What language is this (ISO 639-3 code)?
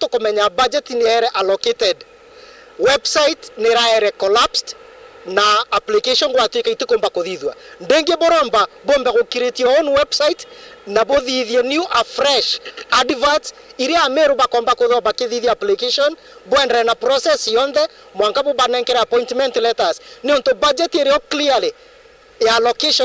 mer